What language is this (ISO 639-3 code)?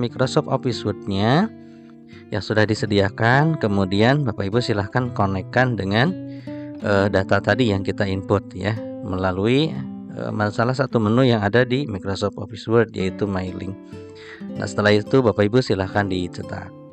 ind